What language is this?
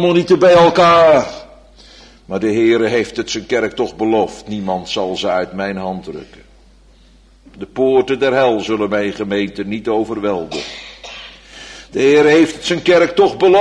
Dutch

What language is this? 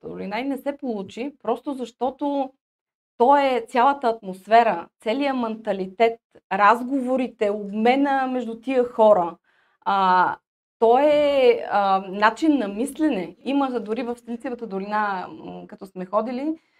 Bulgarian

